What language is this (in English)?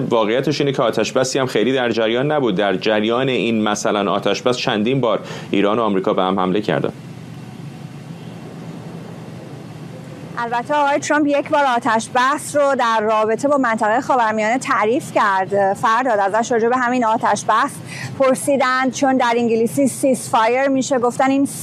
Persian